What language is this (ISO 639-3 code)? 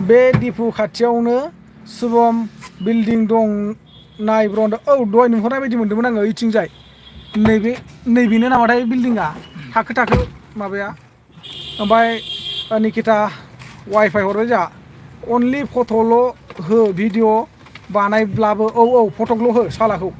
brx